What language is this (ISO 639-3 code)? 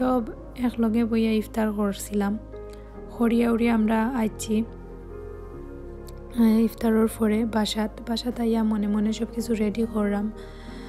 syl